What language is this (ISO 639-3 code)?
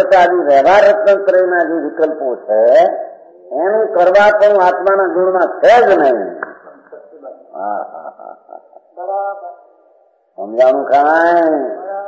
guj